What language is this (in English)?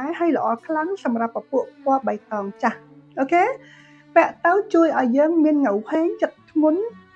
Khmer